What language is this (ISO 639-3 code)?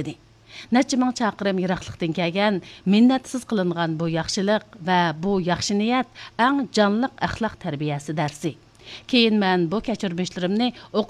uig